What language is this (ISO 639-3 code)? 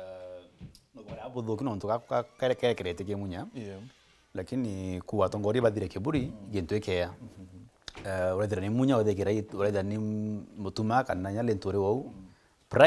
mer